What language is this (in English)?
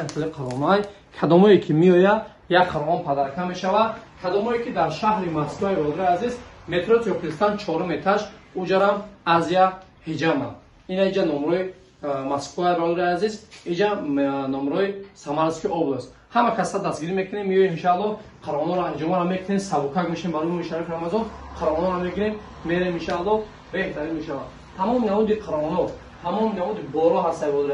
Tajik